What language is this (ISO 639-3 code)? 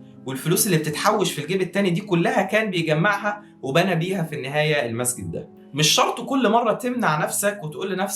arz